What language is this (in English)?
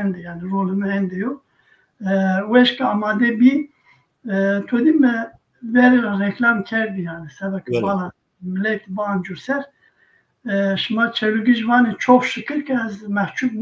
Zaza